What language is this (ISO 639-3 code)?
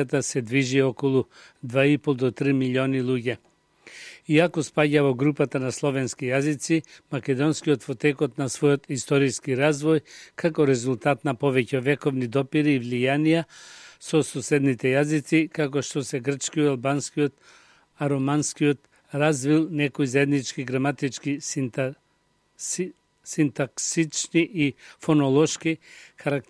mkd